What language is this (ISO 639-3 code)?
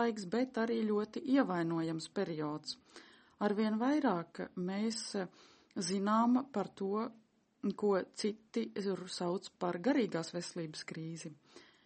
lav